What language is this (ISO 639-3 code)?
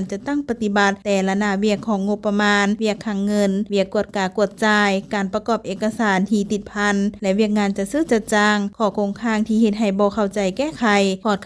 lao